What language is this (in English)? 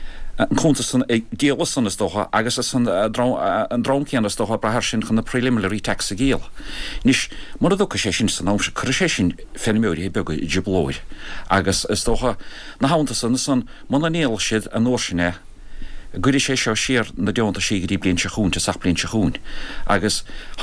Irish